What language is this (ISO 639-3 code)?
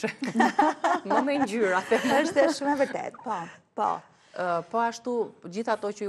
sqi